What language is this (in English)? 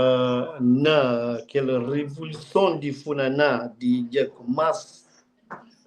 Kabuverdianu